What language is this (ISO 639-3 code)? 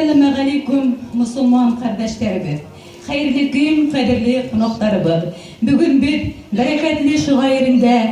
bak